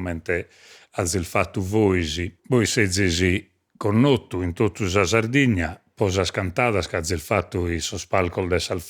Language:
Sardinian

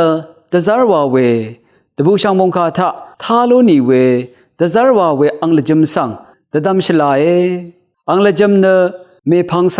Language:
Rawang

